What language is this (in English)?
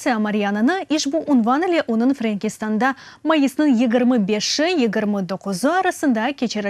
Crimean Tatar